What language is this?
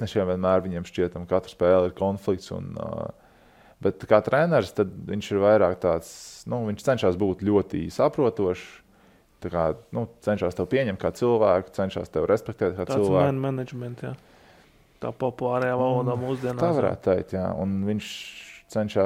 Latvian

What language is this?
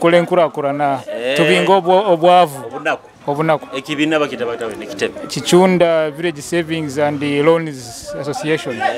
Nyoro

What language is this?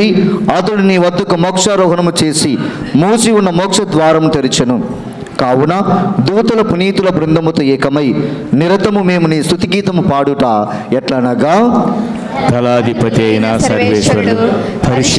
Telugu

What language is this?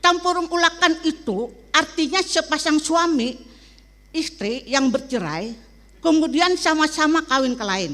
Banjar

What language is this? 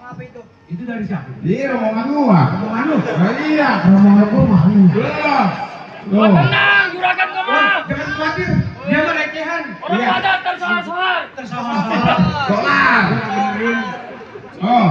Betawi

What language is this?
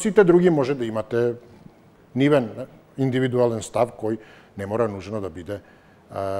Macedonian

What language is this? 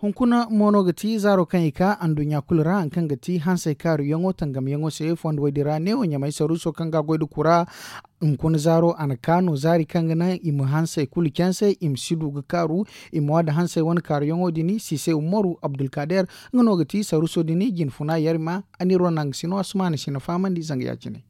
Zarma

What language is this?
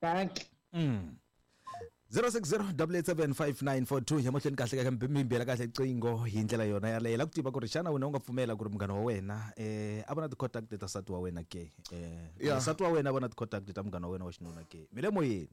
Tsonga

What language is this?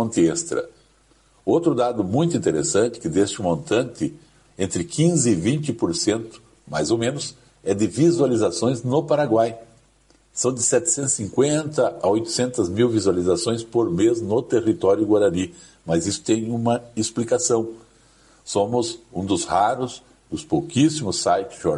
Portuguese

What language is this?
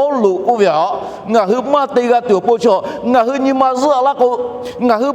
Lahu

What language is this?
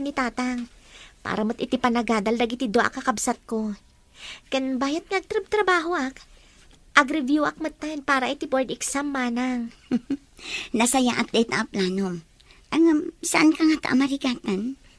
Iloko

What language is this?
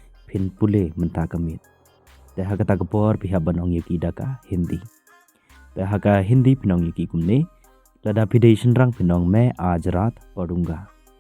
Khasi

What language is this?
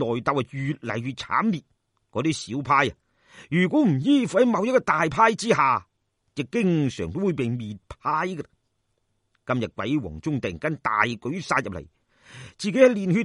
Cantonese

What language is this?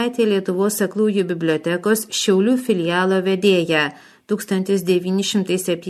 Lithuanian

